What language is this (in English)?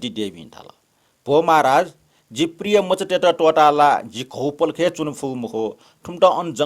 Newari